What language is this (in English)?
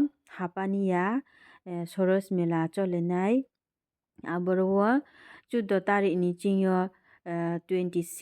Riang (India)